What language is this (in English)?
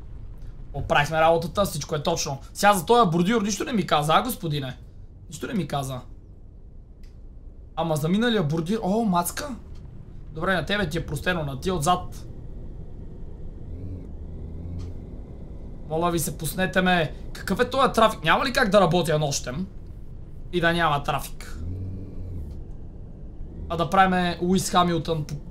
Bulgarian